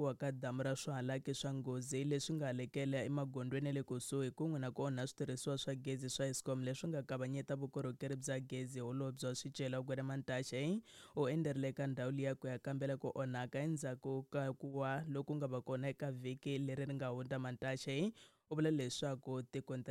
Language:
Tsonga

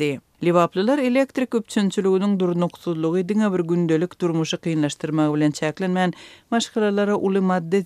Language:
Turkmen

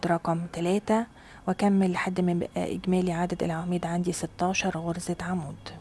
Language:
Egyptian Arabic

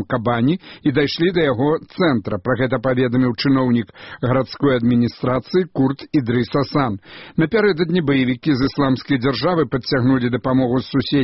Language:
Belarusian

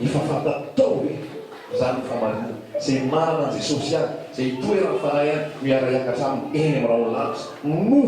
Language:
Malagasy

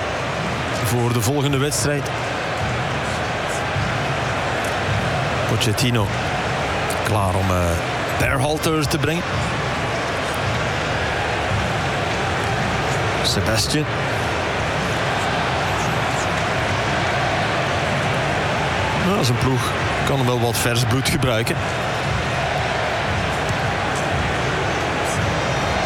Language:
Dutch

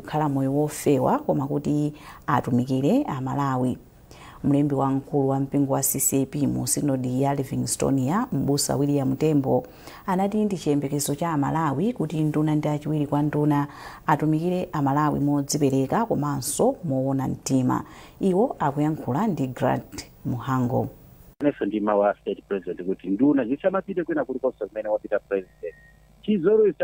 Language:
Nyanja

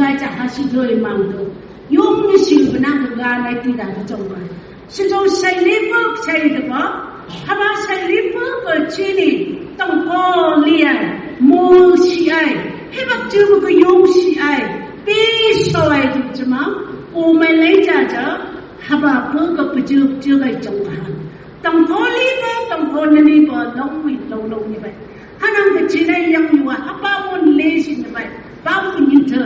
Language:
Phom Naga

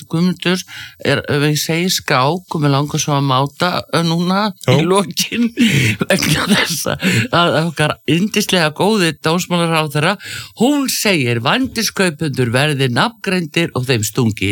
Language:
Icelandic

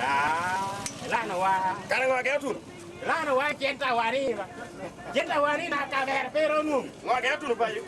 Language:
Lango (Uganda)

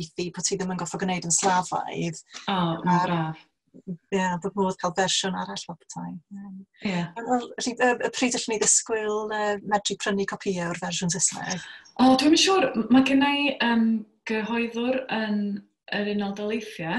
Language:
Welsh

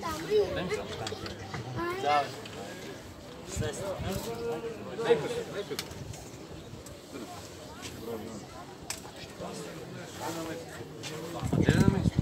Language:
Serbian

